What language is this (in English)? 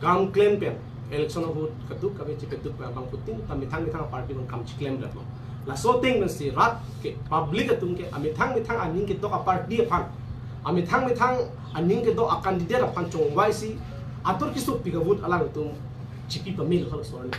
Karbi